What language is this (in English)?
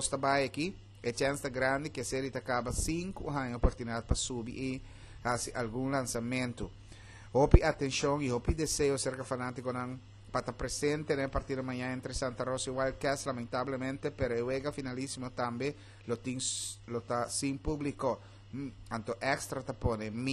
Papiamento